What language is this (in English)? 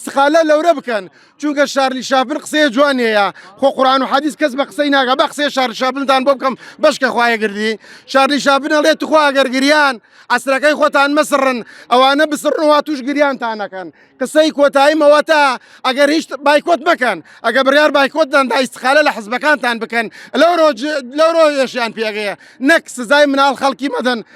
Central Kurdish